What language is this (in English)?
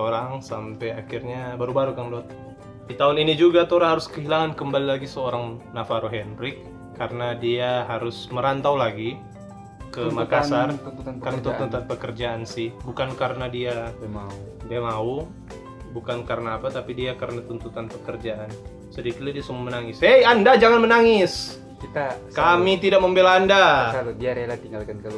Manado Malay